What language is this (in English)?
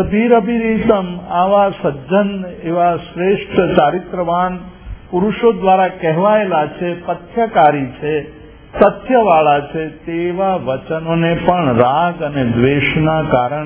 Gujarati